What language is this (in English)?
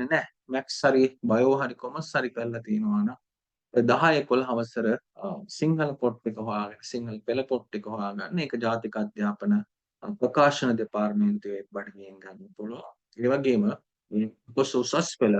Sinhala